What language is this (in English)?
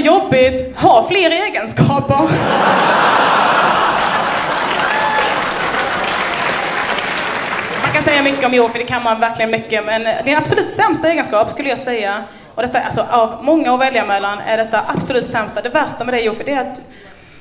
Swedish